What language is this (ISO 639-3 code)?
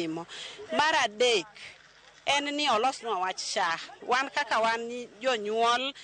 luo